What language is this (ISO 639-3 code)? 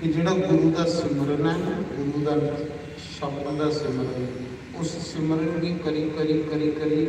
doi